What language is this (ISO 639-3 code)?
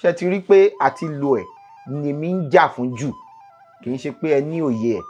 yor